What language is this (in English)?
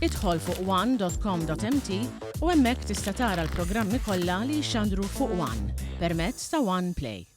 Maltese